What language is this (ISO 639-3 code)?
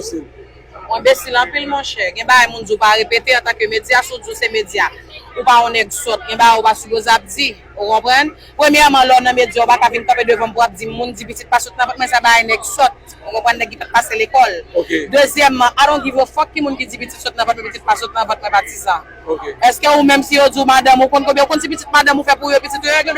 hat